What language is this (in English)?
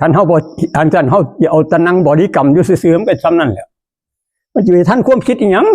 Northeastern Thai